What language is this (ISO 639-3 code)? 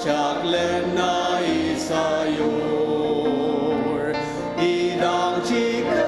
njo